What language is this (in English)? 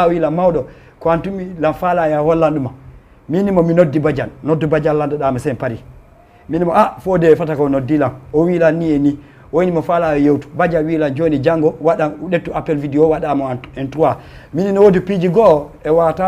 Fula